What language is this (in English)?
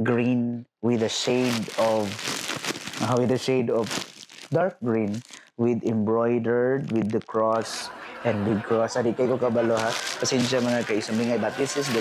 Cebuano